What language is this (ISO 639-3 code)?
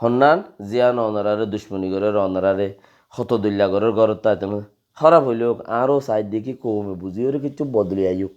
rhg